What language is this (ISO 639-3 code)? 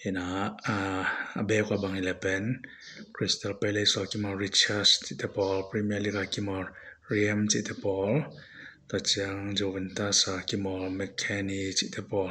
ctd